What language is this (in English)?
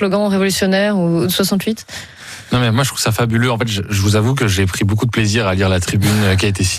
French